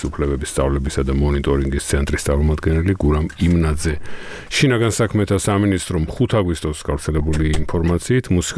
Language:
Georgian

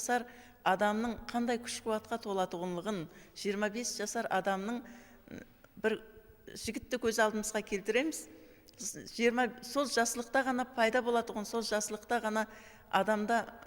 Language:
Kara-Kalpak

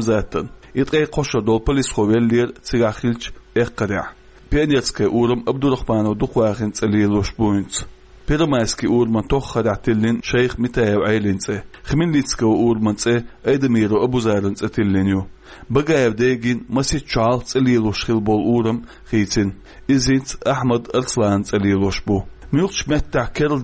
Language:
Chechen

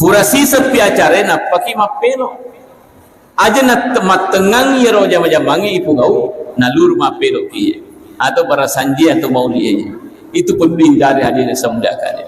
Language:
Buginese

